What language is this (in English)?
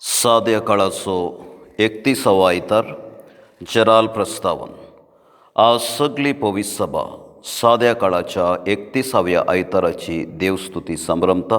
Konkani